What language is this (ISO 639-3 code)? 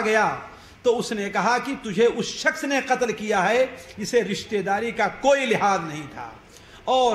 urd